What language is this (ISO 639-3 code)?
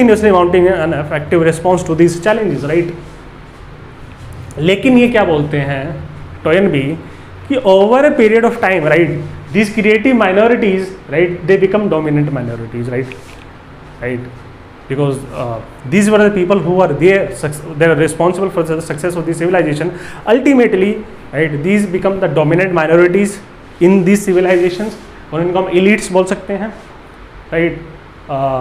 hin